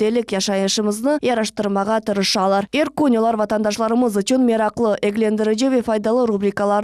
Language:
Crimean Tatar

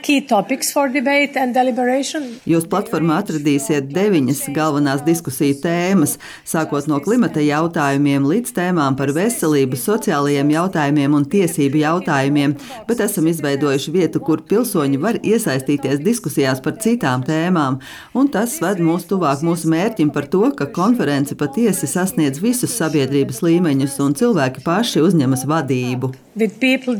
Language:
Latvian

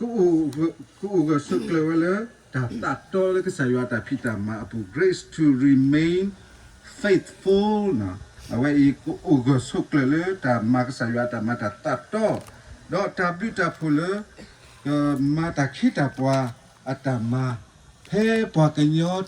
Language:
S'gaw Karen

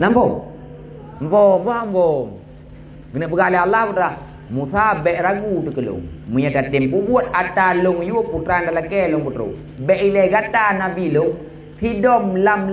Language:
Achinese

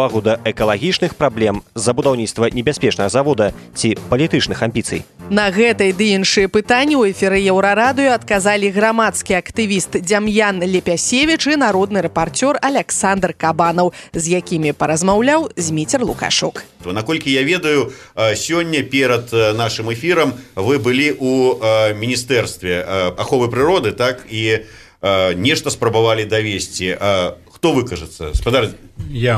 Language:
Belarusian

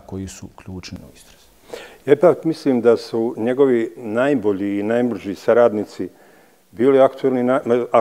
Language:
Bosnian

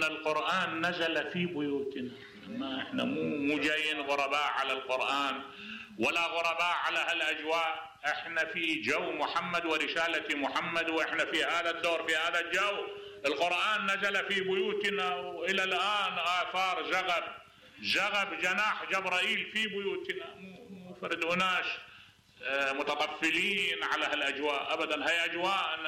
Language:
Mesopotamian Arabic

